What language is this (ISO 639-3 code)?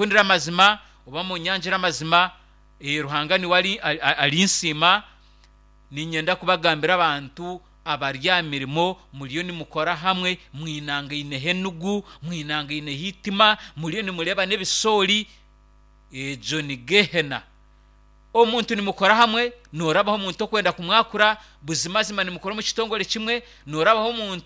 nyn